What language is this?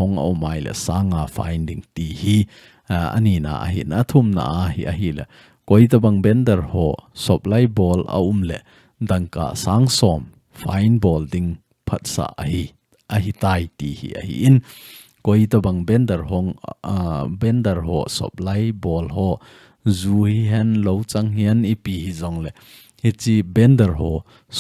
Thado Chin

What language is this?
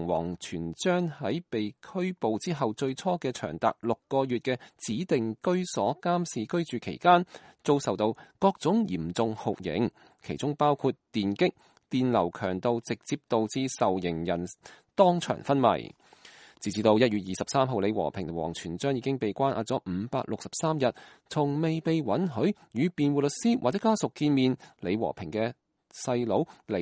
Cantonese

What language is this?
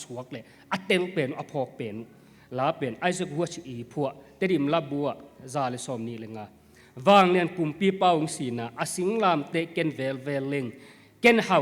Tedim Chin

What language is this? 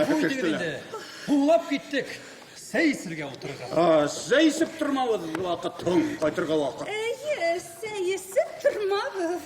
Bashkir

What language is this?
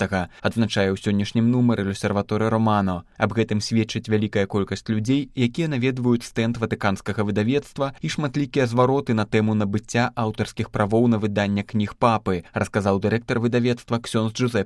Belarusian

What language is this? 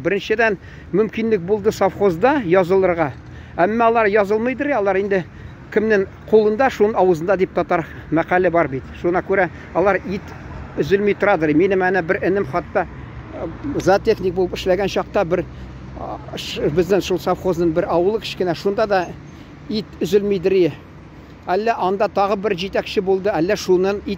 Tatar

